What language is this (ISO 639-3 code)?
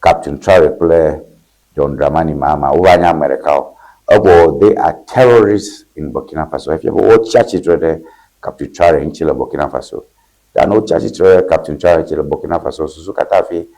ewe